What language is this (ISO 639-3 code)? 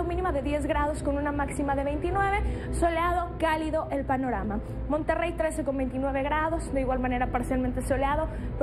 spa